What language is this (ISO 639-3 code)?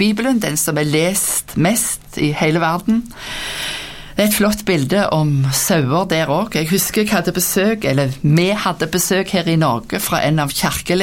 nor